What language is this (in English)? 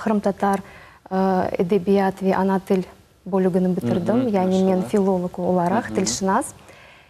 Crimean Tatar